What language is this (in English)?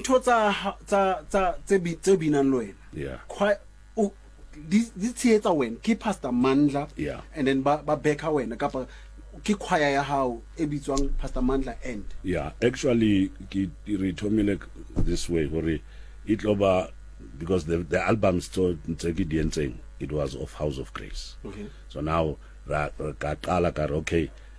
Southern Sotho